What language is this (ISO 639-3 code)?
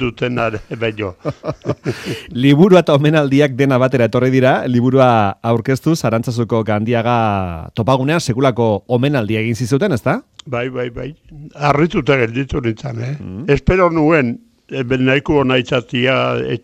eus